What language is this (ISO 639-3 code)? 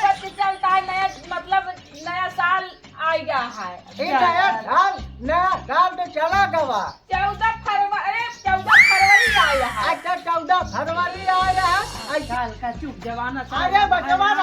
awa